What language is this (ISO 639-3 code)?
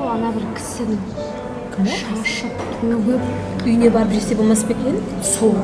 kaa